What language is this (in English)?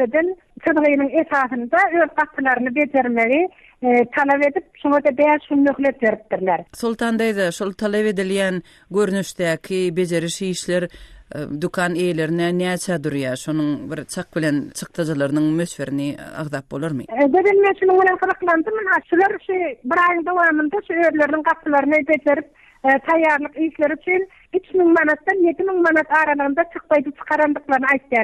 Turkmen